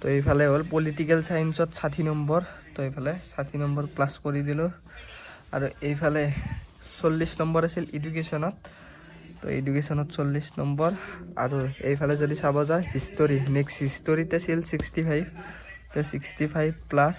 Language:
Assamese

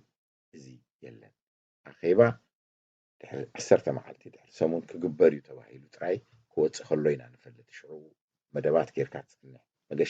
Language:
Tigrinya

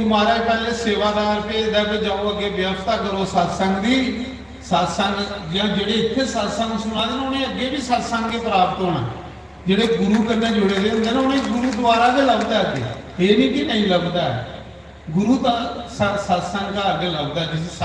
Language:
Dogri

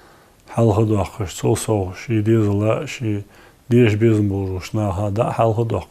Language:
Ingush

